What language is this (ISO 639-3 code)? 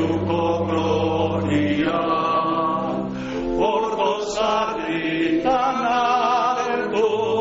eus